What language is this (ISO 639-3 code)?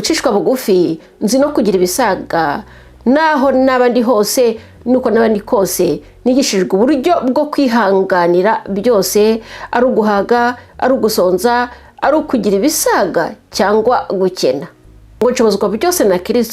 kin